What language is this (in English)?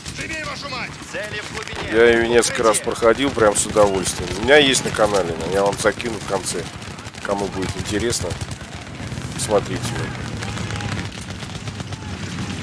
Russian